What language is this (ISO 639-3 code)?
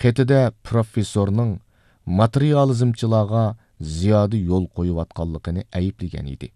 uig